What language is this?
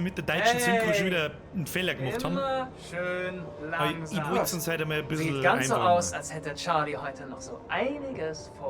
Bavarian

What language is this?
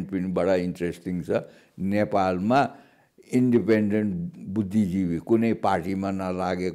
Nepali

